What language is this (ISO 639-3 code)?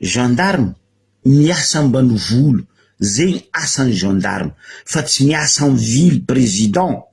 mlg